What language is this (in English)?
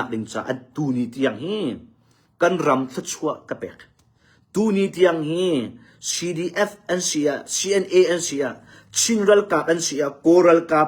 Hakha Chin